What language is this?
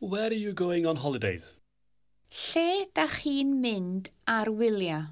Welsh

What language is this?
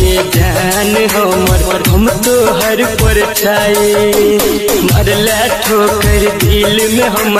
Bhojpuri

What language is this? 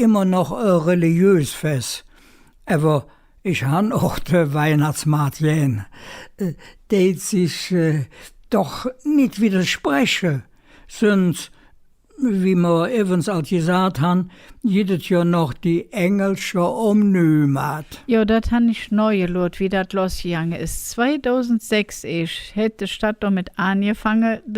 Colognian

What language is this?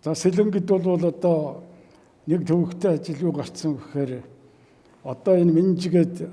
Mongolian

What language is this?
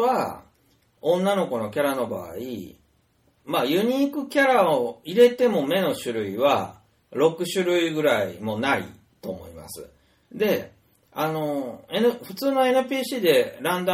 Japanese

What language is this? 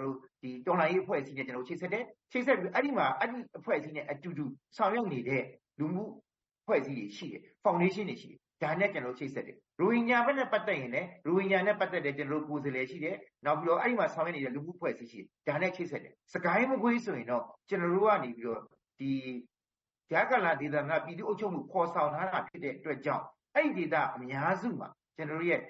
Burmese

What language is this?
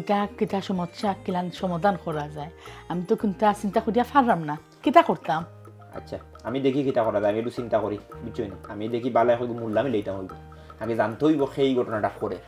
Sylheti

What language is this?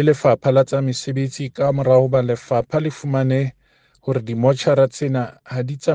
Southern Sotho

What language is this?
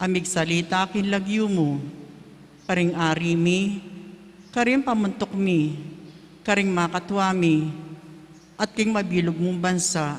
Pampanga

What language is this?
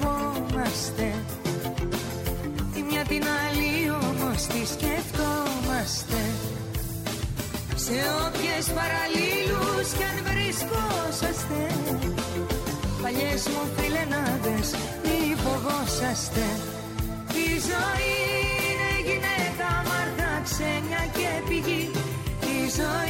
Greek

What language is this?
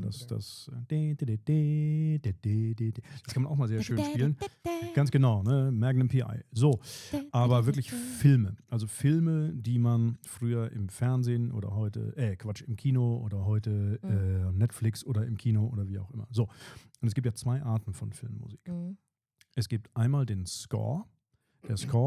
Swiss German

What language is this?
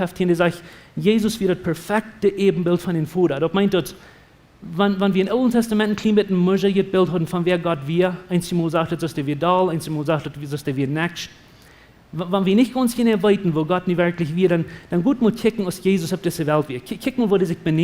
Plautdietsch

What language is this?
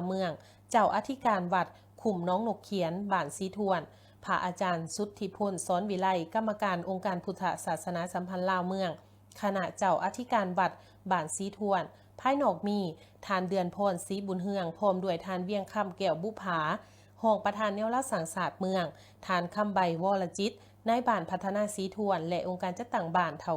Lao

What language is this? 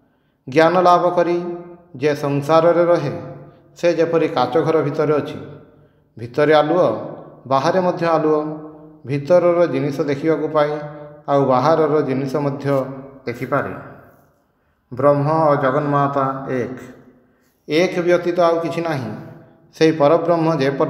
Odia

